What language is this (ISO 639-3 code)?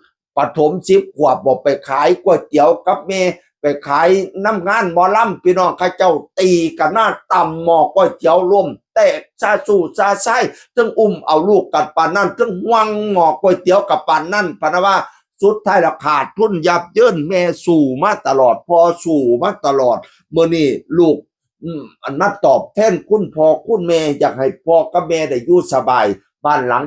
tts